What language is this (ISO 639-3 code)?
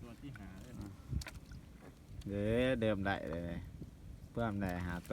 lao